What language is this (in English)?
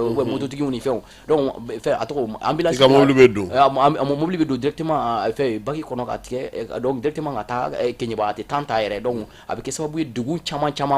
Bambara